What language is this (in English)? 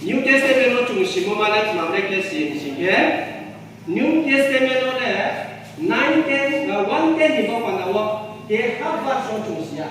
Riang (India)